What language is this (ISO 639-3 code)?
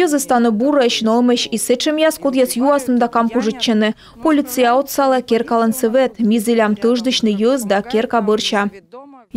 kom